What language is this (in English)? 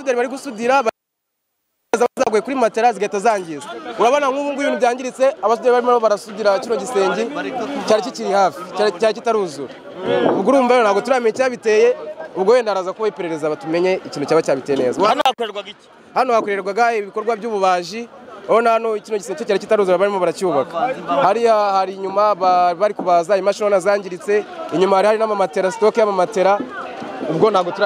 Kinyarwanda